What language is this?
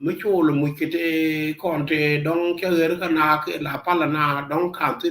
Nuer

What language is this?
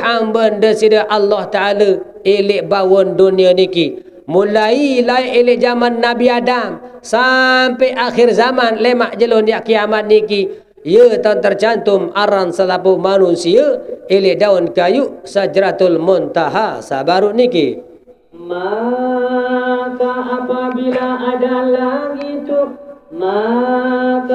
Sasak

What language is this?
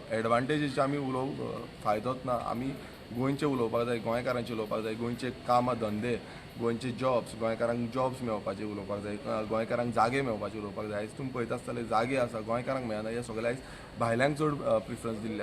Konkani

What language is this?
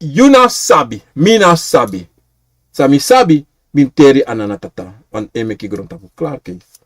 Sranan Tongo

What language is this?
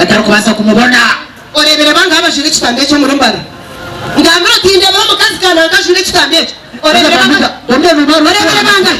Nyankole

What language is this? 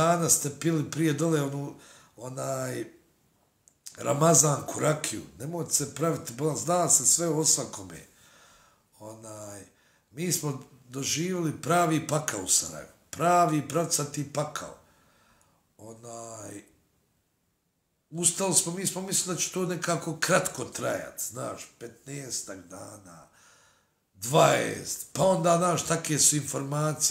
Bosnian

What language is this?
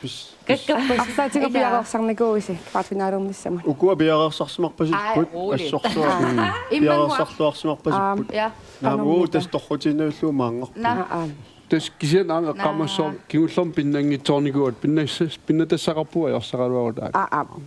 Kalaallisut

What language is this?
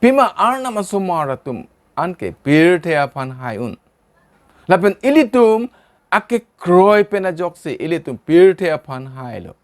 Karbi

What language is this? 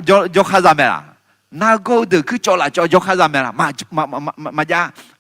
Akha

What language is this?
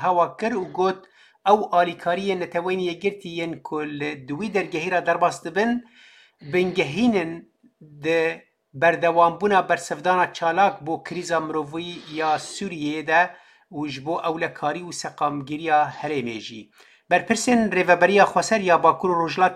Kurdish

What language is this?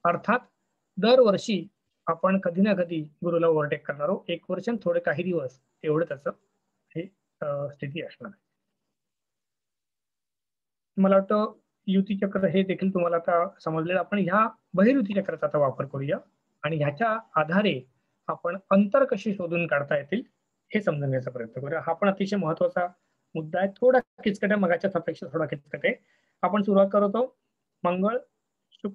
Marathi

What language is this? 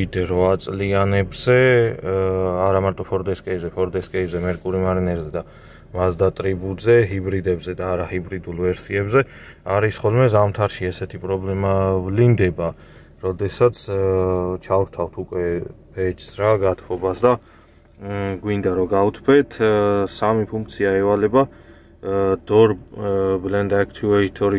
Georgian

